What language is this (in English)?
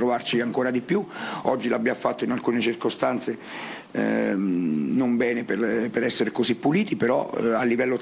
Italian